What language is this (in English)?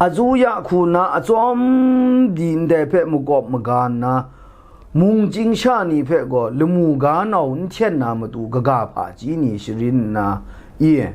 Kachin